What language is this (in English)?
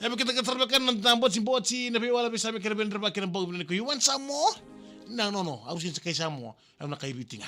Fijian